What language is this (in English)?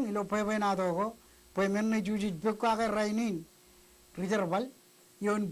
Marshallese